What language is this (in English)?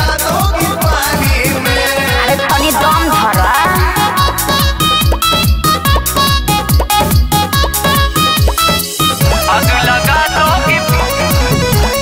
Bhojpuri